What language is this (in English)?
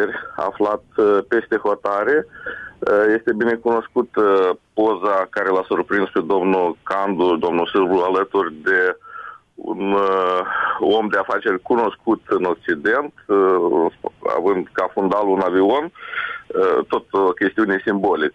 Romanian